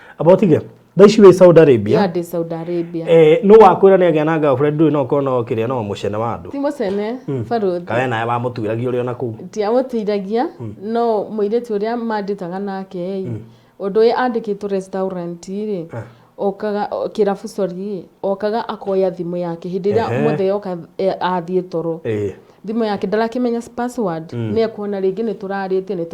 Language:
Kikuyu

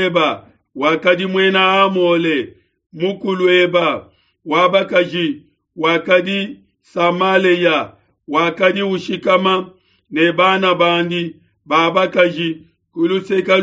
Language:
Luba-Lulua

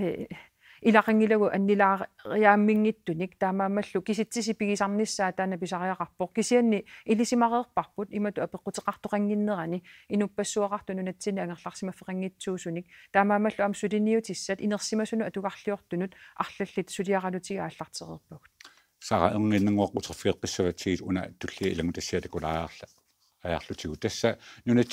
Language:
Kalaallisut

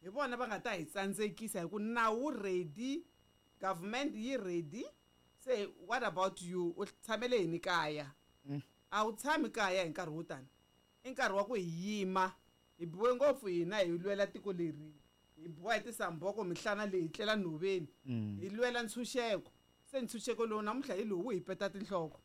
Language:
Tsonga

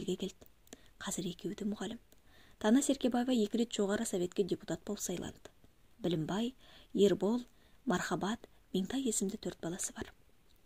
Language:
Kazakh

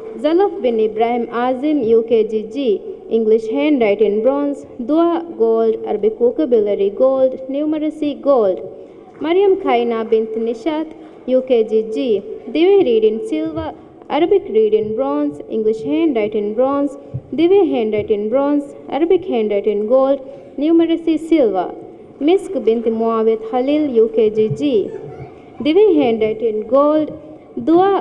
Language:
Divehi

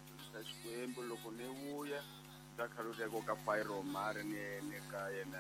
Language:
Tsonga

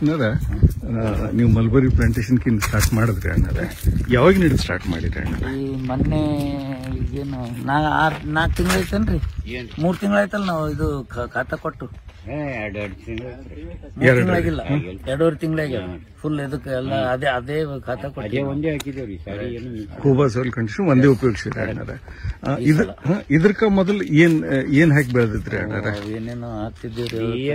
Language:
Kannada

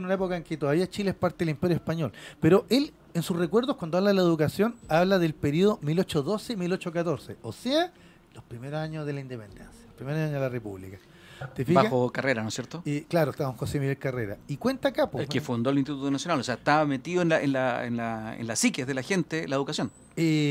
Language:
Spanish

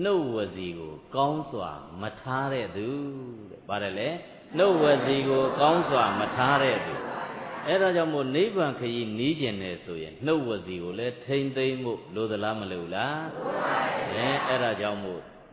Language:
Burmese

